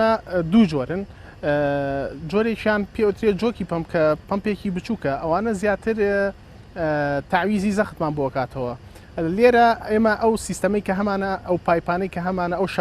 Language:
Central Kurdish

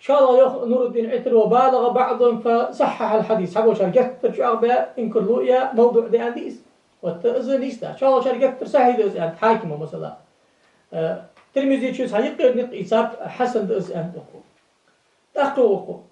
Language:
Ingush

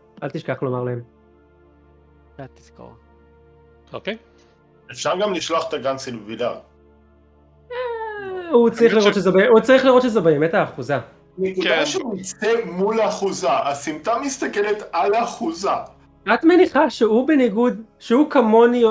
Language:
Hebrew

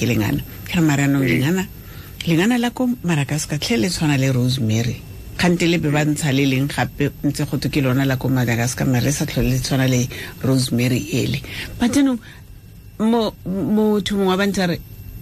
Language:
Tswana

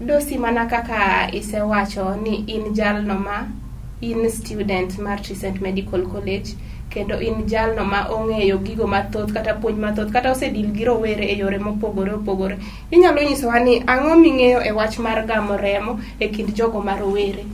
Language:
Luo (Kenya and Tanzania)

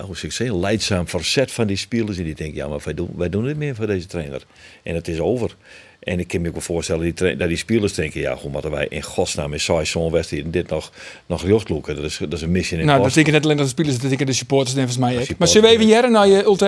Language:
Western Frisian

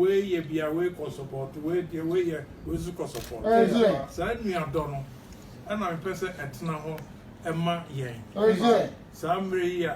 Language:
Akan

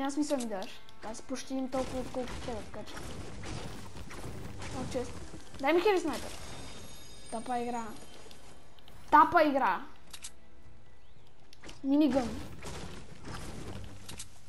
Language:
Bulgarian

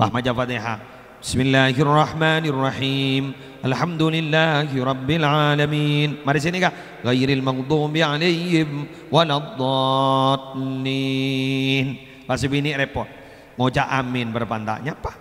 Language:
Madurese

